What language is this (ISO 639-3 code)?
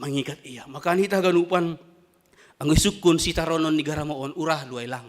bts